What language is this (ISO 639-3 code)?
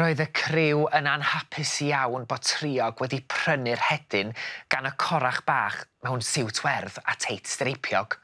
cym